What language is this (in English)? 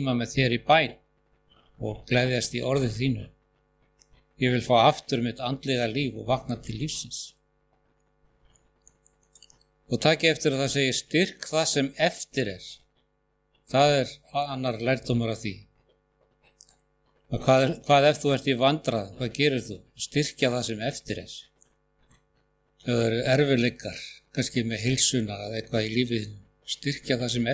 Icelandic